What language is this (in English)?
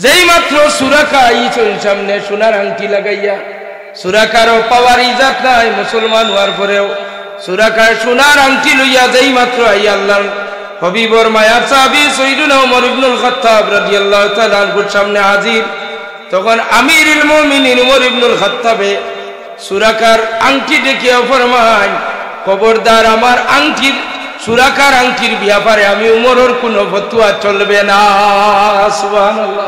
Sylheti